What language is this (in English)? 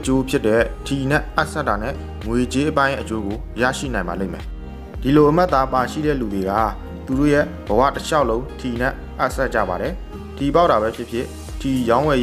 Burmese